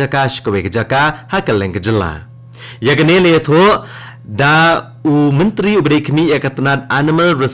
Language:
Khasi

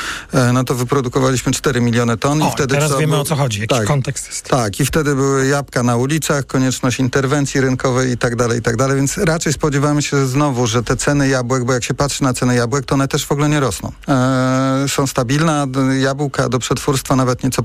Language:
Polish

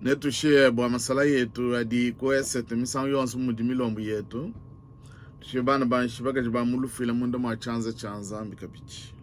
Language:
Luba-Lulua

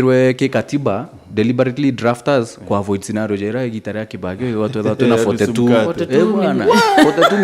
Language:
Meru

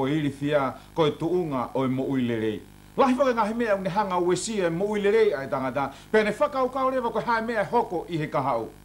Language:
Tongan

